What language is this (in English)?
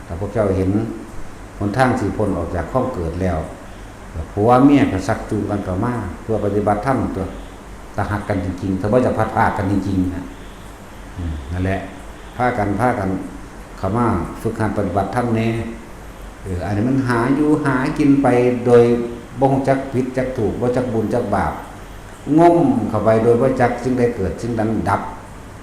Northeastern Thai